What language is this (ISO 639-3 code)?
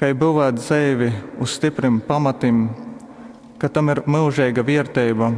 ltg